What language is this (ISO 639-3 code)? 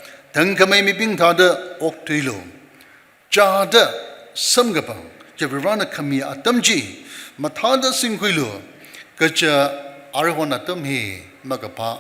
nmf